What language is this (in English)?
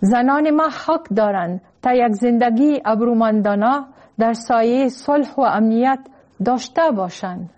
Persian